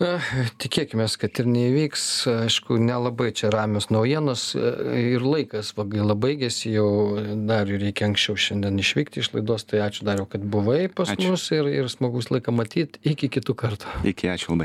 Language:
Lithuanian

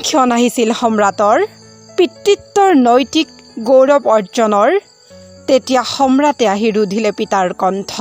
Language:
Assamese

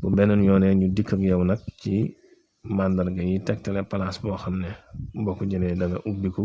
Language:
Wolof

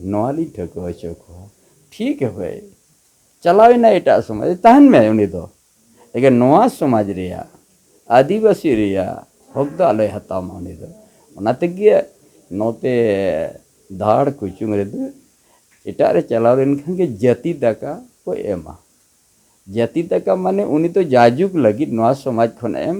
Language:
Santali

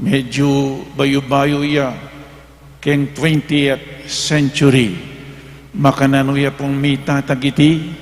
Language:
Pampanga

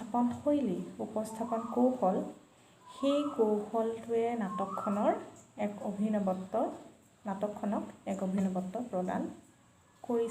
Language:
Assamese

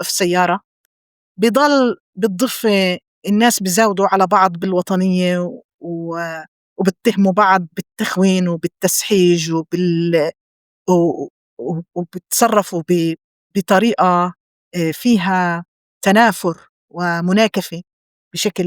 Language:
North Levantine Arabic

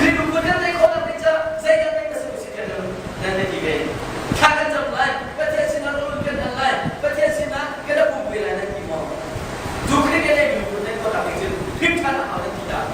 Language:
Hakha Chin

